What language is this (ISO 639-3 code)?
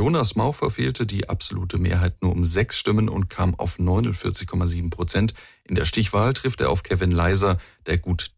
deu